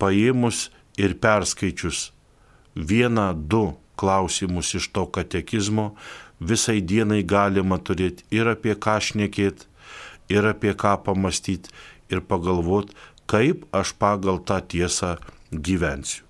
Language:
Lithuanian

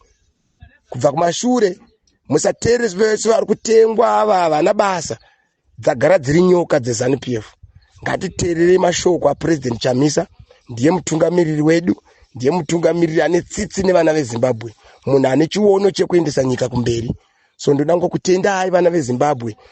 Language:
Shona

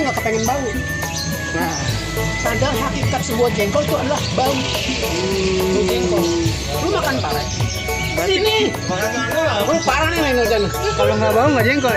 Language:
Betawi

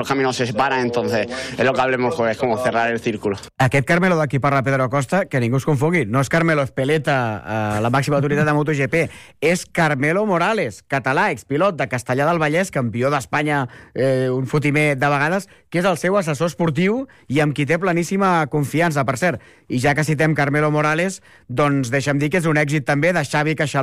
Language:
Catalan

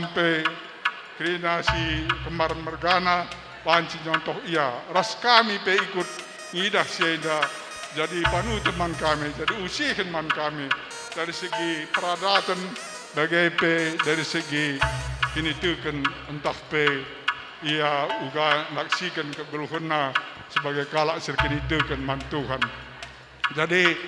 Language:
Batak Karo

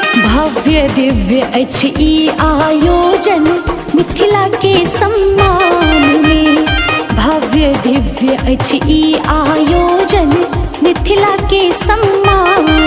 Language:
Maithili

